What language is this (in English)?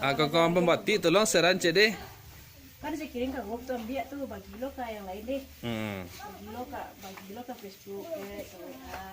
Minangkabau